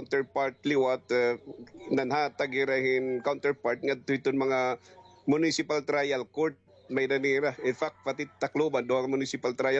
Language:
Waray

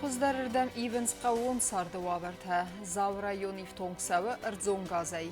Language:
Ossetic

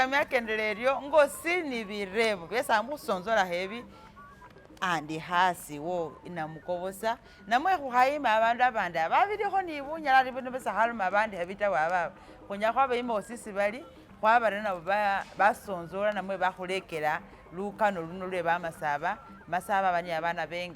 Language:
Masaaba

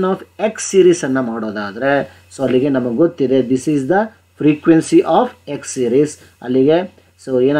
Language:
Kannada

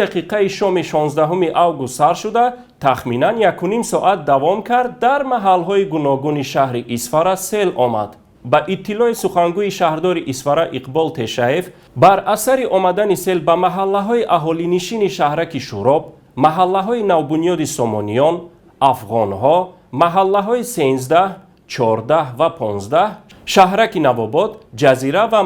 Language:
Tajik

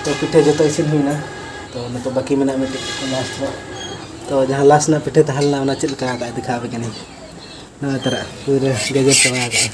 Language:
Santali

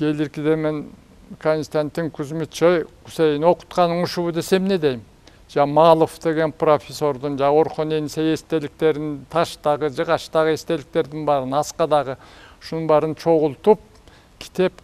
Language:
Kyrgyz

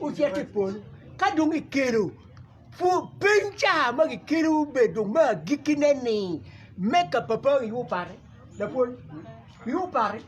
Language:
Acoli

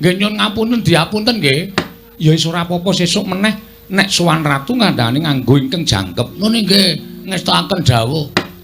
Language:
Javanese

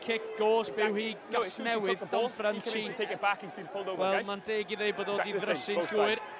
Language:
Welsh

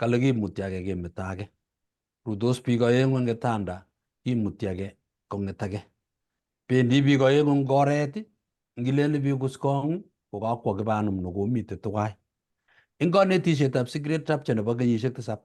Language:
Kalenjin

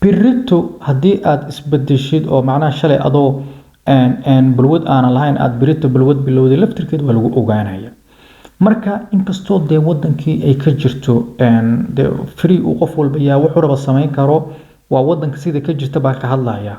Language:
Somali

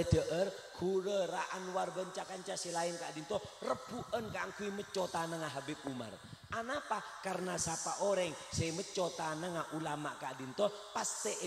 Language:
Madurese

